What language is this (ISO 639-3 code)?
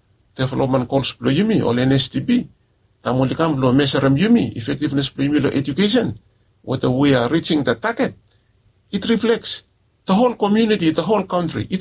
bis